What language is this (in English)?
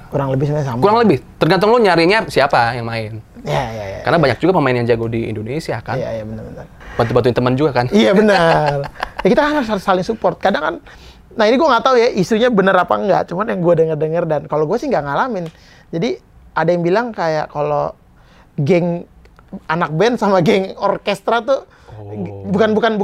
Indonesian